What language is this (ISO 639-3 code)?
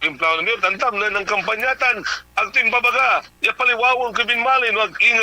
pag